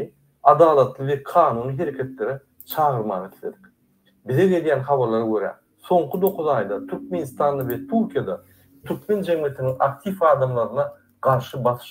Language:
Turkmen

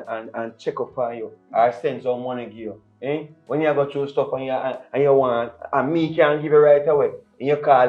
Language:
Jamaican Creole English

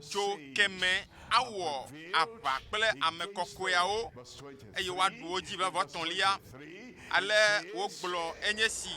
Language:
Ewe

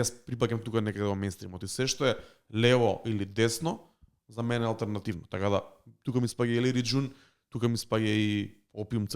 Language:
Macedonian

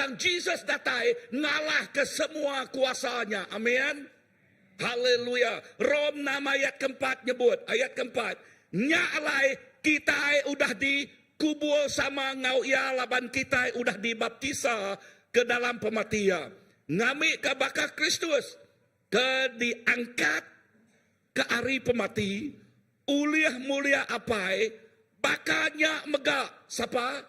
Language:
Iban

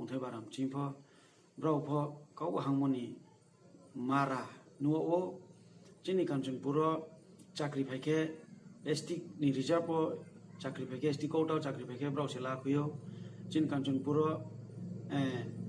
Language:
Riang (India)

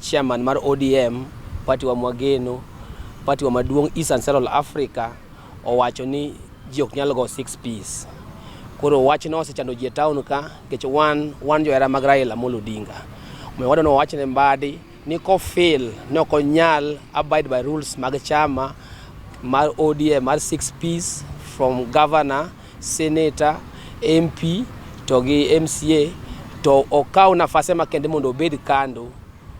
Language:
Luo (Kenya and Tanzania)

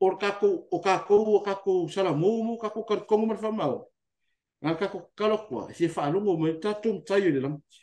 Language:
Samoan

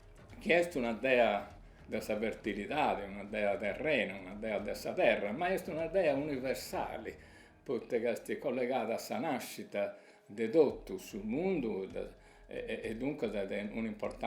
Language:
Sardinian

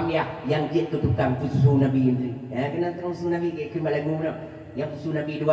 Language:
Achinese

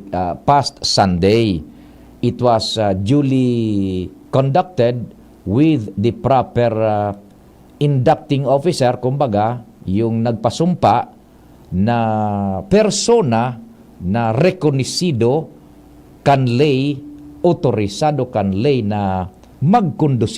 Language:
Bikol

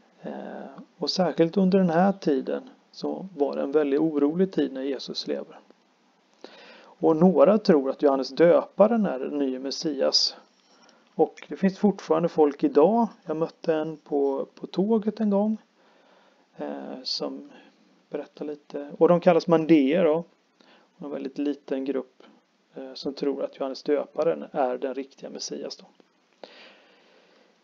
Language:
Swedish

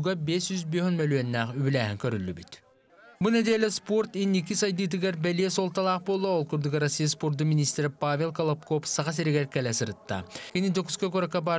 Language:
Yakut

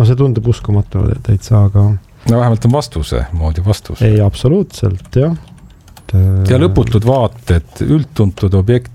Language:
Estonian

